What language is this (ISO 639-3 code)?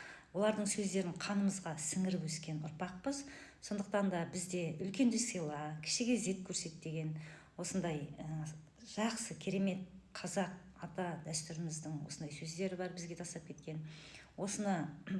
kaz